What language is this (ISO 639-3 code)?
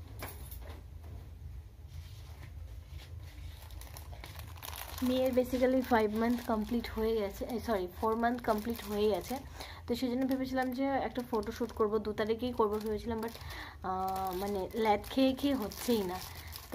ben